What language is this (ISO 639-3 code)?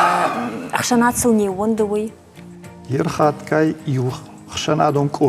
oss